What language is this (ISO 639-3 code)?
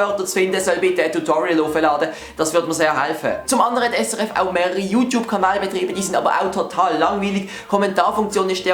gsw